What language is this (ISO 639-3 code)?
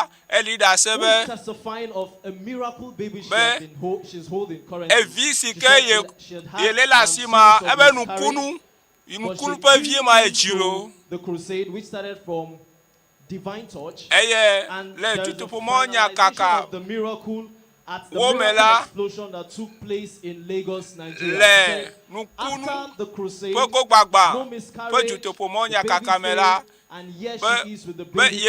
ewe